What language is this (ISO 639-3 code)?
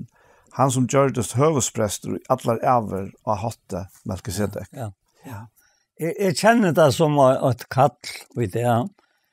fao